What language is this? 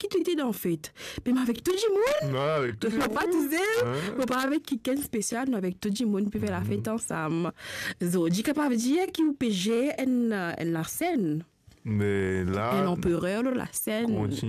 Morisyen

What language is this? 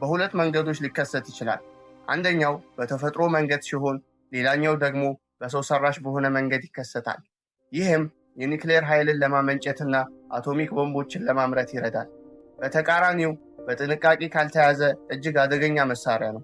Amharic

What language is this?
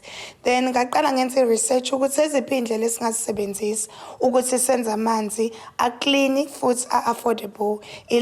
Zulu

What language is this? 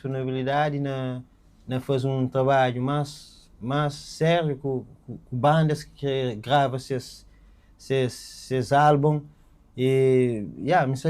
Kabuverdianu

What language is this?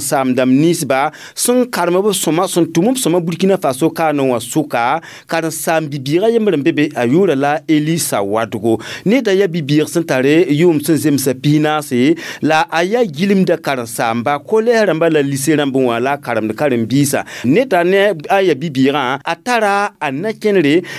Mossi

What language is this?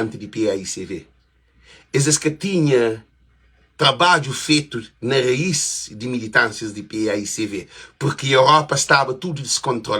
Kabuverdianu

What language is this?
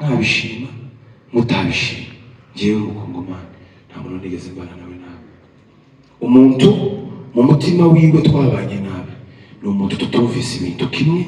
Kinyarwanda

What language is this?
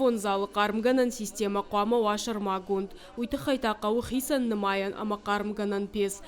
Ossetic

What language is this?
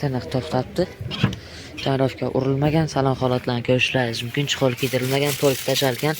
Uzbek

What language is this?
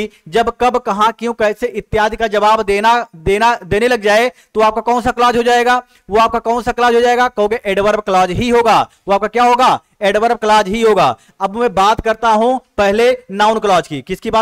Hindi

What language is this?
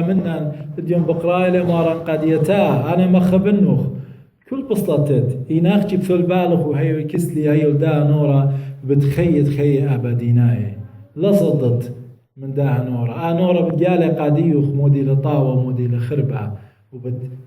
Assyrian Neo-Aramaic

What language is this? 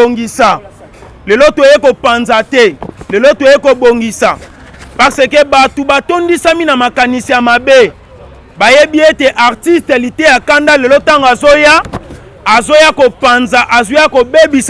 Lingala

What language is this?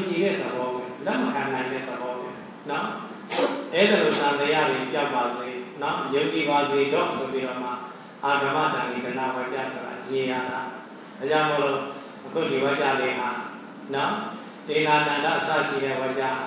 Burmese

